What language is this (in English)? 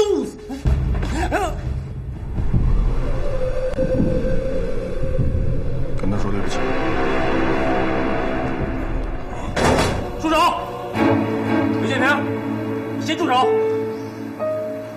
Chinese